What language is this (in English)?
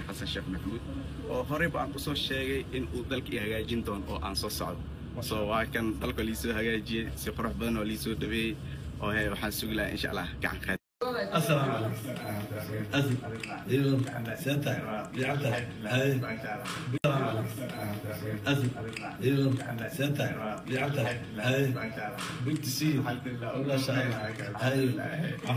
Somali